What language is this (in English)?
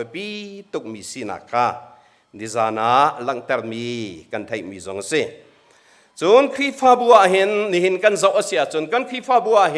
Hakha Chin